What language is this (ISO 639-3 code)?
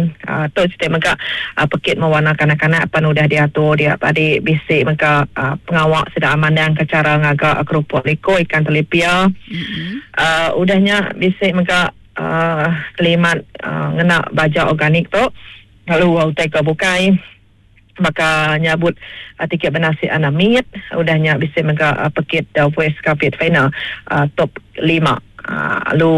iba